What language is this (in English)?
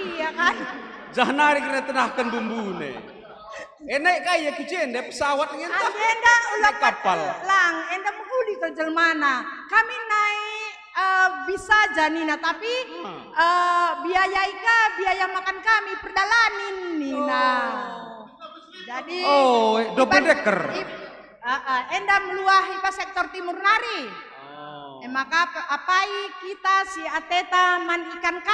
Batak Karo